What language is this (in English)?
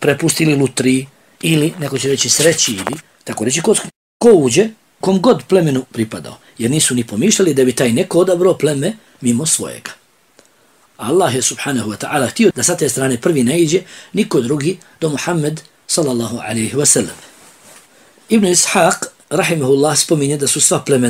Bosnian